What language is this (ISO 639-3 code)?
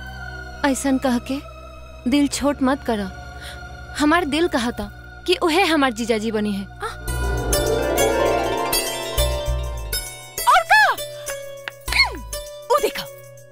bho